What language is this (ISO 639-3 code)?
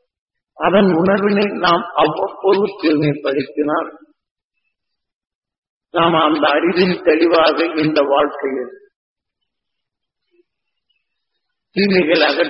tam